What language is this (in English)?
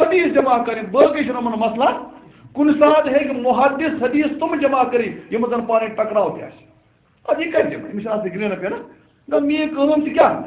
Kashmiri